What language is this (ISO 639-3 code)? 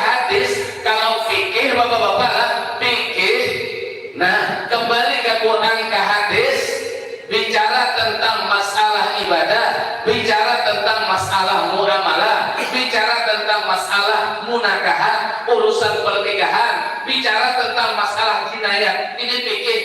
bjn